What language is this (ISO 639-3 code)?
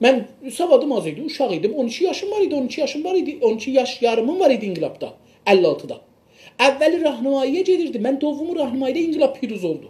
azb